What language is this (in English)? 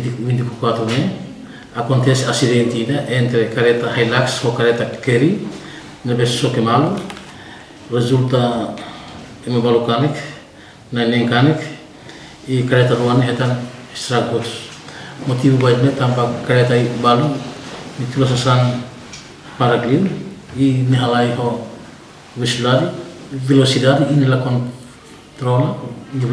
Tetum